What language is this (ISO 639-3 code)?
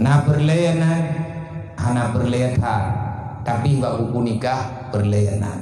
ace